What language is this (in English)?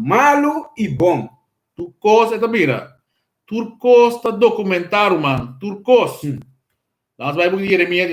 Papiamento